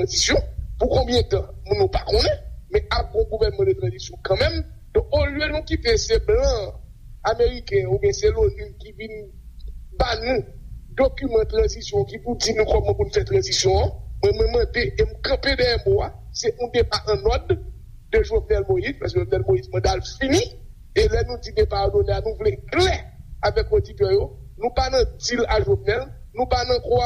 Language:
Haitian Creole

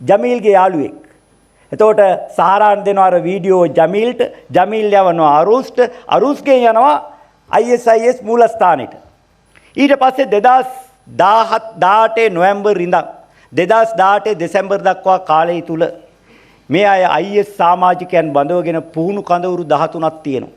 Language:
Sinhala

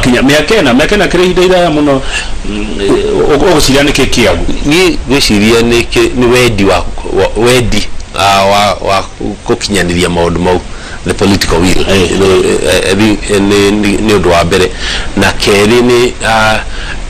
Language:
Kikuyu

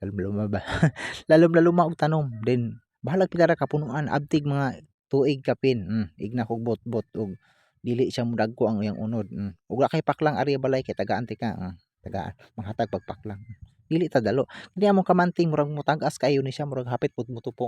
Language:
Cebuano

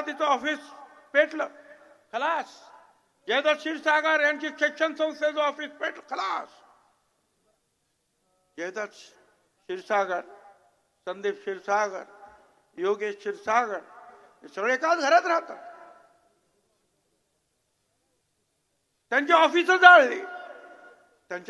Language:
Marathi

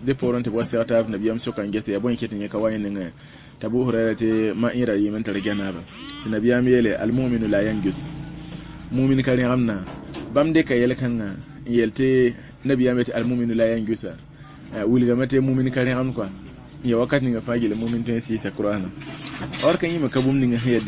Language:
Mossi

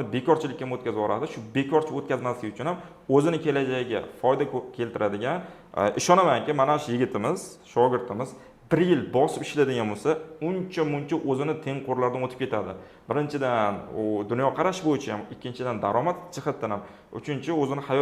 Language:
Uzbek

